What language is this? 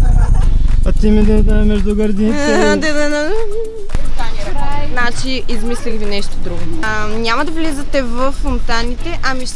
Bulgarian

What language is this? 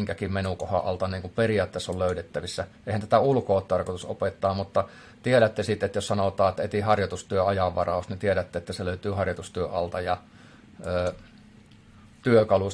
Finnish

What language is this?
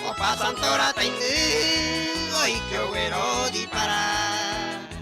Guarani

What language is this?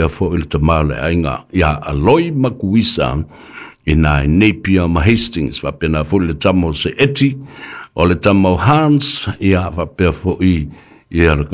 Samoan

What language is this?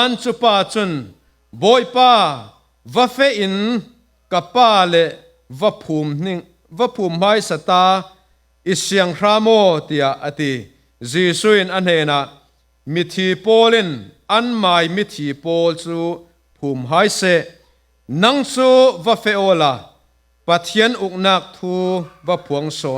Falam Chin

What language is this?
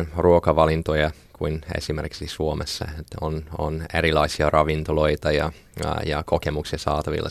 Finnish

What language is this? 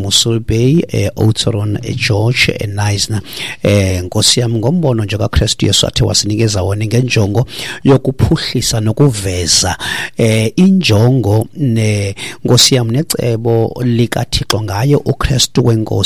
Xhosa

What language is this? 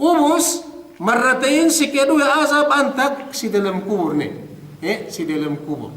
Yakan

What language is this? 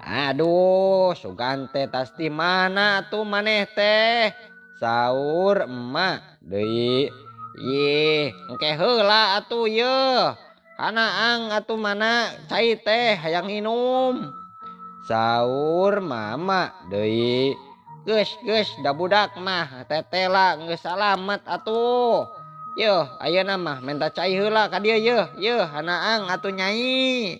Sundanese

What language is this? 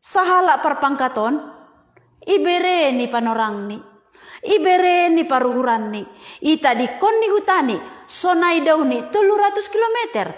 Batak Simalungun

